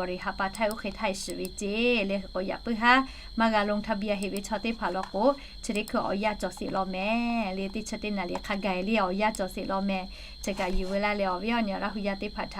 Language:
Lahu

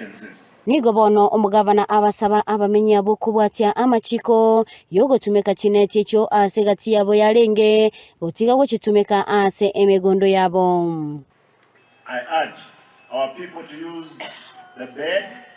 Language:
Gusii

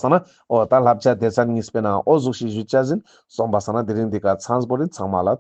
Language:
Ladakhi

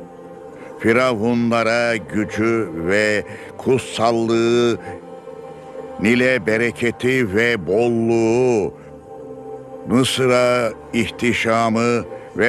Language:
Turkish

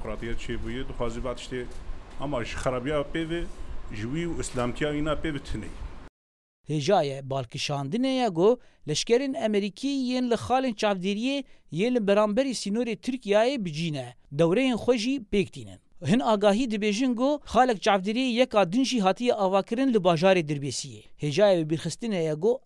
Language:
Kurdish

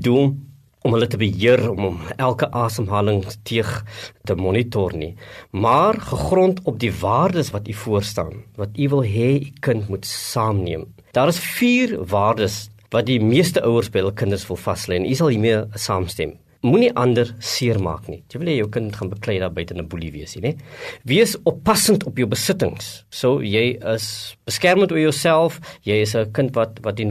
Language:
Afrikaans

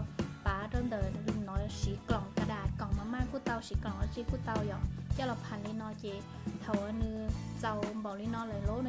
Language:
Hmong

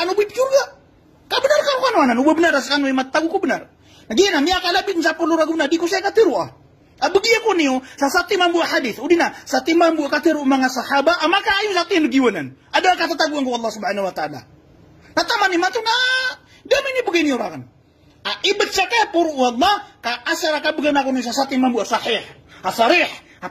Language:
Maranao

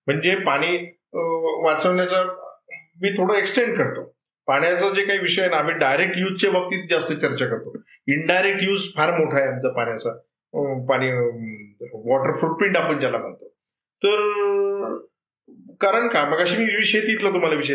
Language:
Marathi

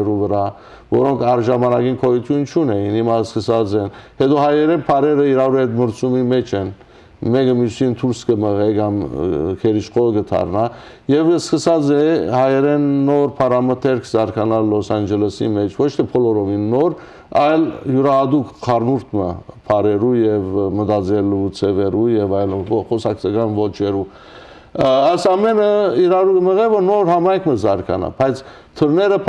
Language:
Western Armenian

